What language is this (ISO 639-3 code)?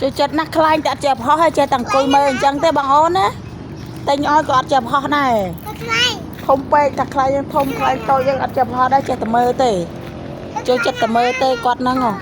khm